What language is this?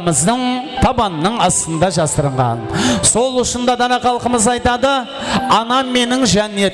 Kara-Kalpak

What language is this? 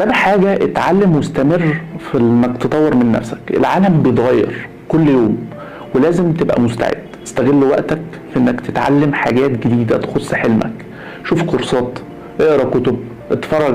Egyptian Arabic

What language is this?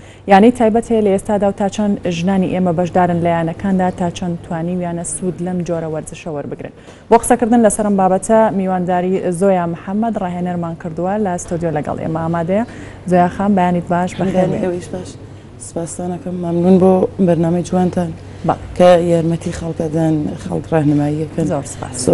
Central Kurdish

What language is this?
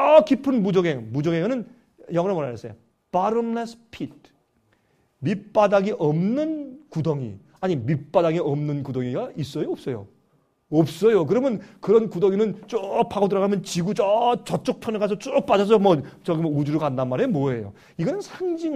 Korean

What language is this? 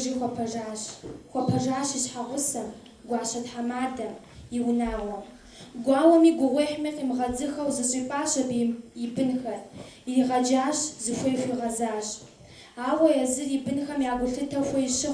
Kabardian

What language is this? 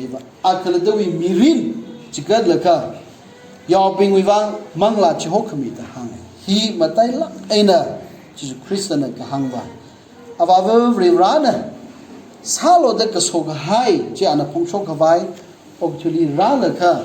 Tangkhul Naga (India)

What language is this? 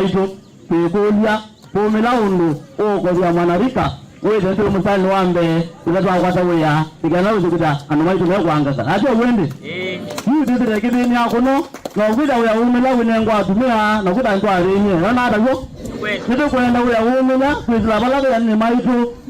Kamba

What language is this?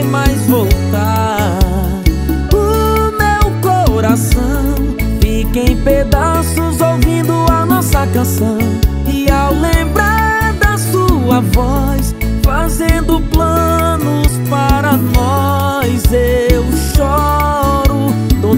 Portuguese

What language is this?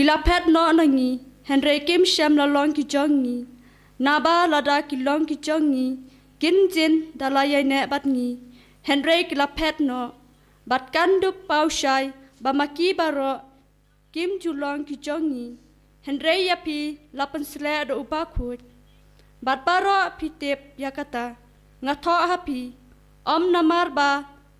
Khasi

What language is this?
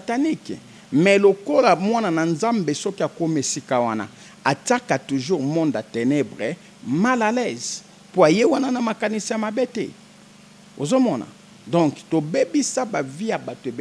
Lingala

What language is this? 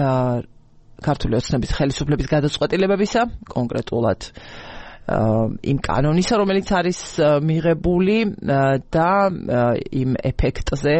Georgian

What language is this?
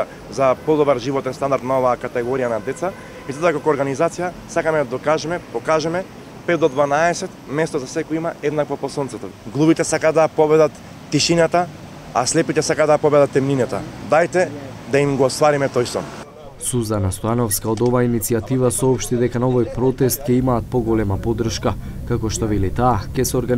Macedonian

